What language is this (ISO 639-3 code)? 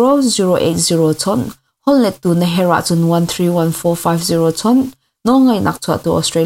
cnh